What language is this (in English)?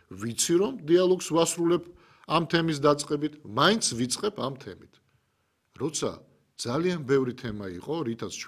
Georgian